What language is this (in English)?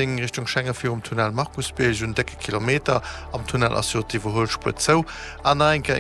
Luxembourgish